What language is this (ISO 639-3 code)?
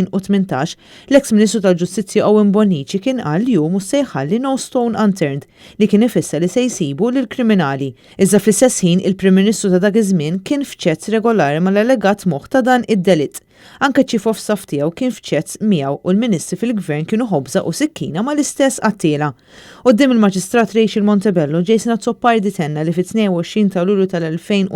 mlt